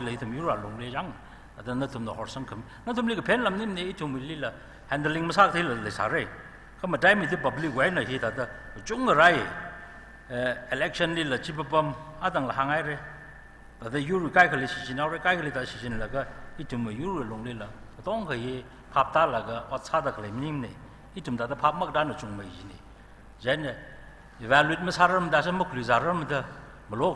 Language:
Tangkhul Naga (India)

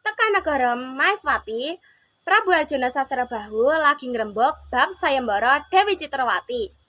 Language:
Javanese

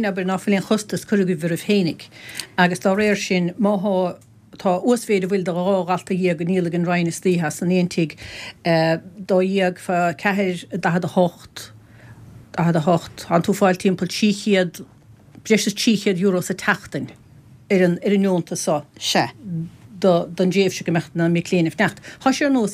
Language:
Irish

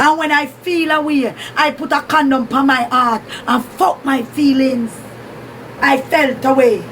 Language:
Jamaican Creole English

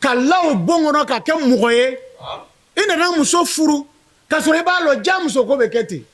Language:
Bambara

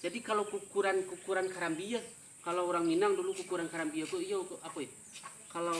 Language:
Minangkabau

